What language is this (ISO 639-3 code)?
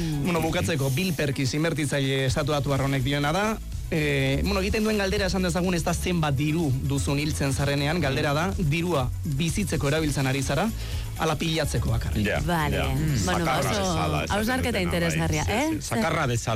eus